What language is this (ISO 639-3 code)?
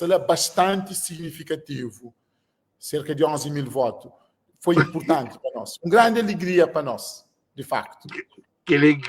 kea